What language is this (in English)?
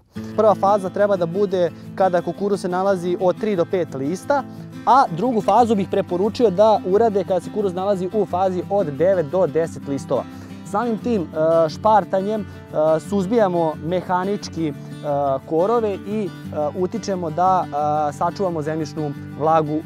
Serbian